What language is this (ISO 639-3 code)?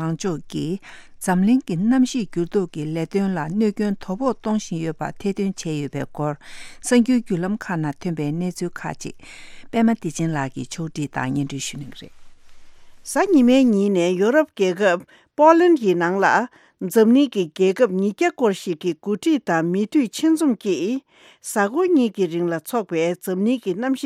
bod